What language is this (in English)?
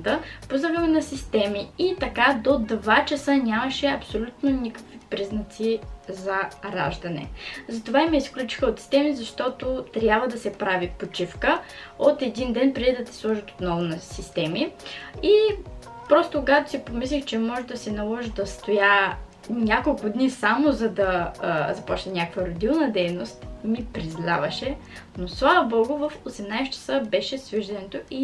Bulgarian